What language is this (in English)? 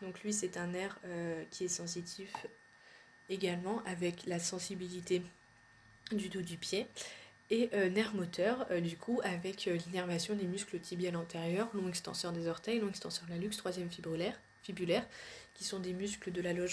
French